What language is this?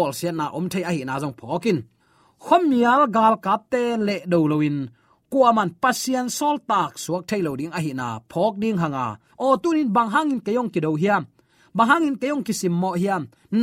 Tedim Chin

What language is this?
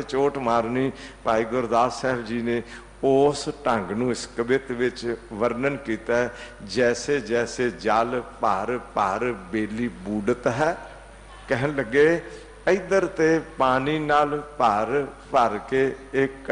Punjabi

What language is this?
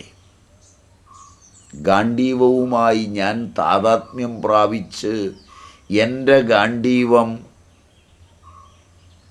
Malayalam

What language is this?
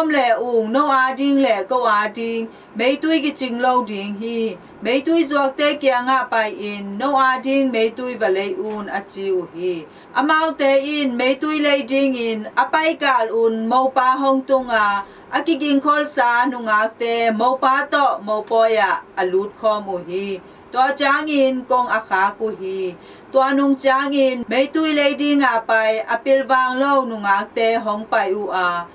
Tedim Chin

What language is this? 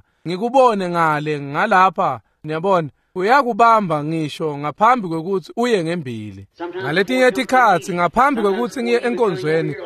Swati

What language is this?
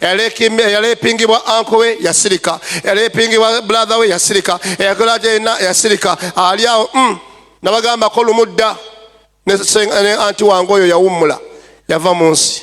Ganda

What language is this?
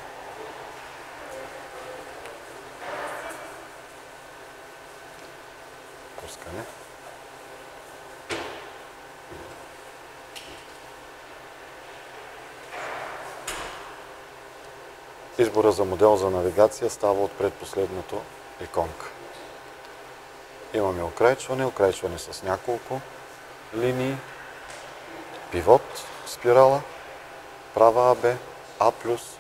Bulgarian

